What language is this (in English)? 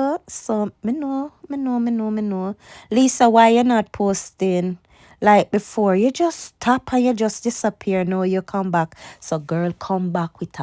Jamaican Creole English